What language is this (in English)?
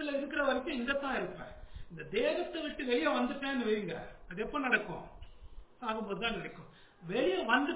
Tamil